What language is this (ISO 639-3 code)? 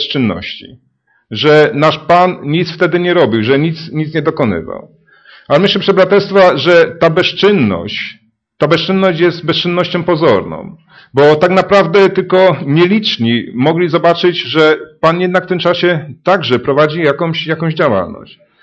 pol